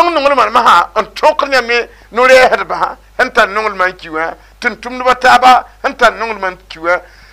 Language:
Mossi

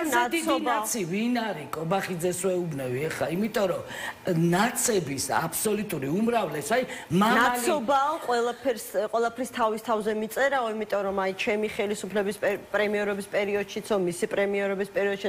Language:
Georgian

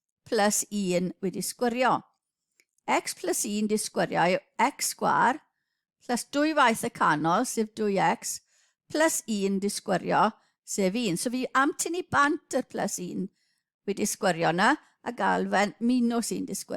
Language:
Welsh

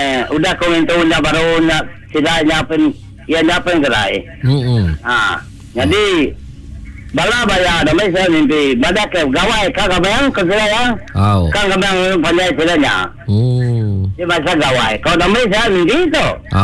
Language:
Iban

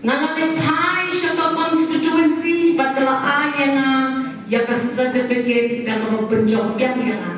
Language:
Khasi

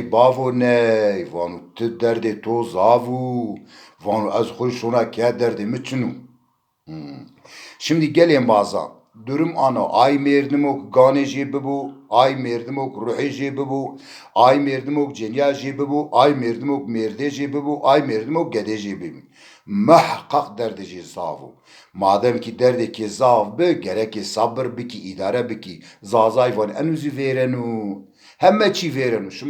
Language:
Zaza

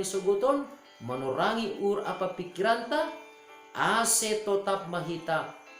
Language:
Batak Simalungun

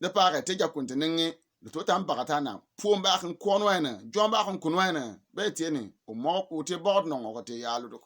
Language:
Bimoba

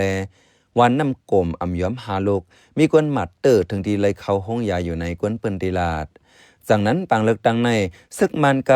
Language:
Shan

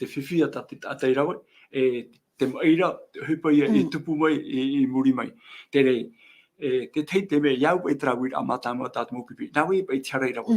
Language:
Tahitian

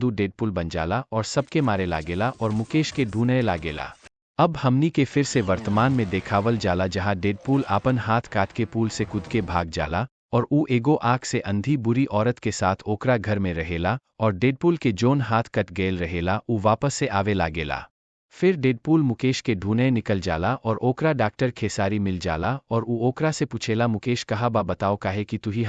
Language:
Bhojpuri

